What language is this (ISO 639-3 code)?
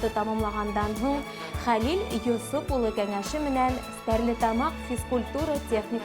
bak